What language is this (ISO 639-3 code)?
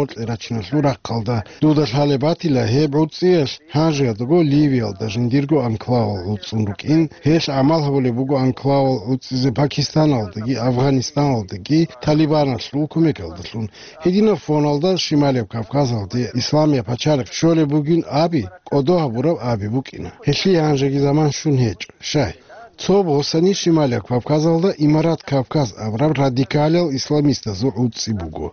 ava